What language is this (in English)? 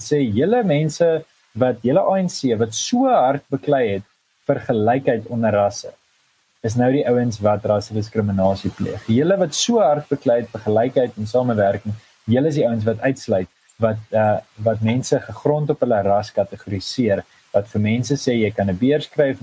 Afrikaans